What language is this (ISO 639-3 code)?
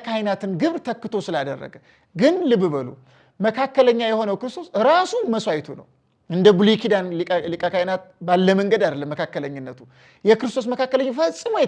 amh